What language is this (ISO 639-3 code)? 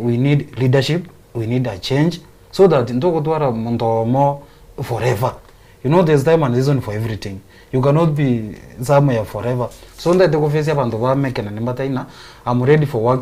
guz